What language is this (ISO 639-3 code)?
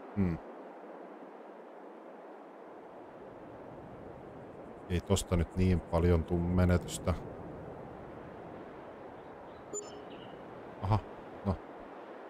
fin